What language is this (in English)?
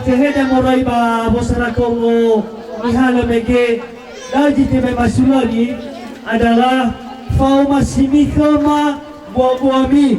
Nias